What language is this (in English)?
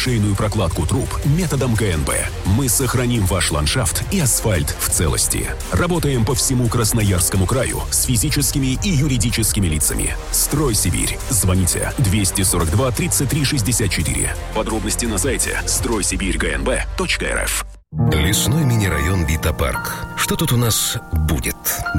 Russian